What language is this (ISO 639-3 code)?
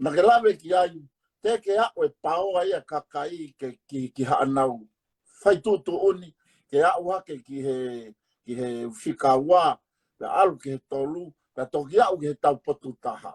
ton